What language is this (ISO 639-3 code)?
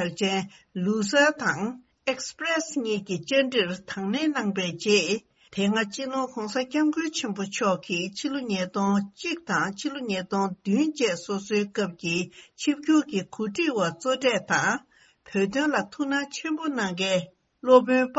bod